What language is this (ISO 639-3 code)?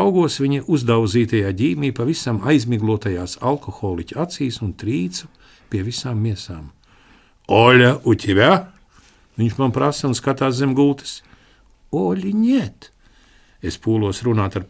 lav